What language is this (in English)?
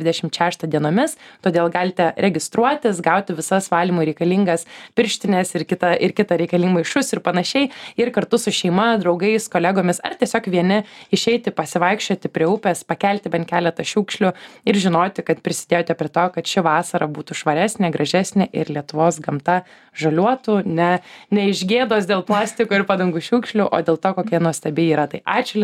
Lithuanian